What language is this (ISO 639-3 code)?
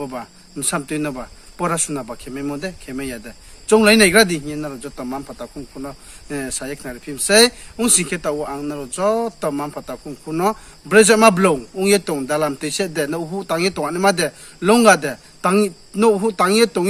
ria